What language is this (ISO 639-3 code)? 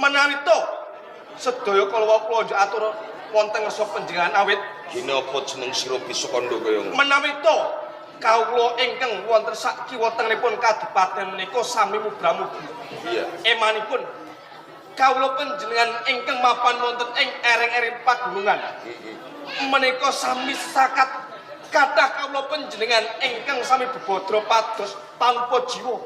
jav